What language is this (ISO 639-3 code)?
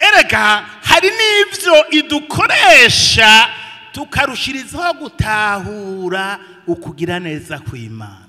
run